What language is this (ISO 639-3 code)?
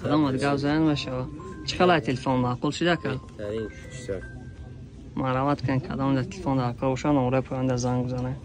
tgk